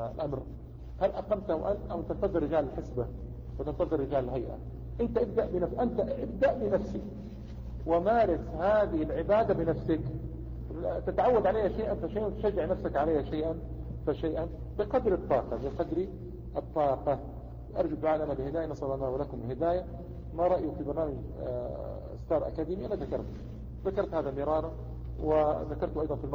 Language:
Arabic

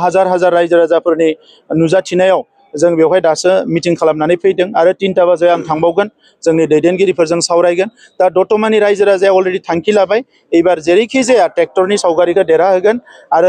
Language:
Bodo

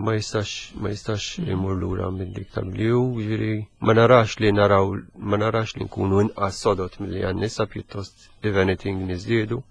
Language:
Maltese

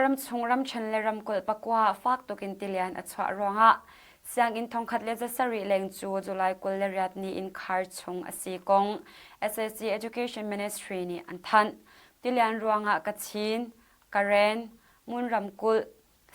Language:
Hakha Chin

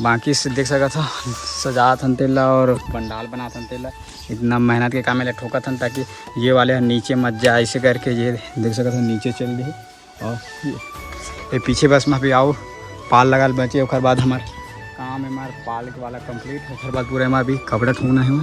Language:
Chhattisgarhi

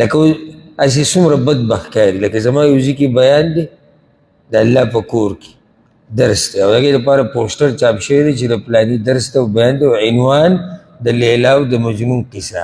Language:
Pashto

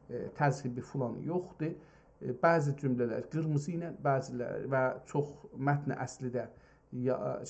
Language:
South Azerbaijani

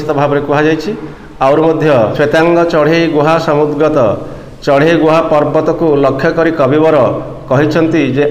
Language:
Odia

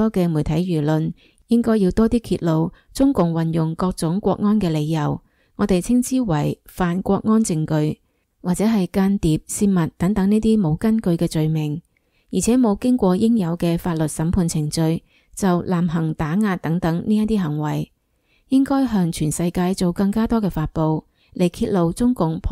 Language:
Cantonese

